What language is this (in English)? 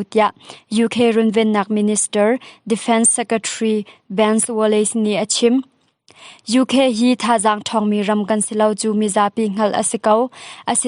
Hakha Chin